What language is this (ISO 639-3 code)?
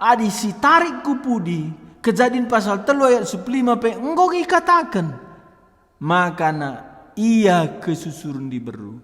btx